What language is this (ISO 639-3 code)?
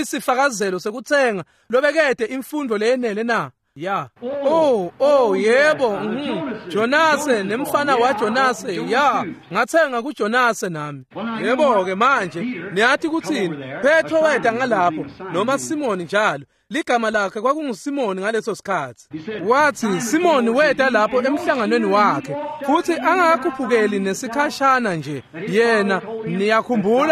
ssw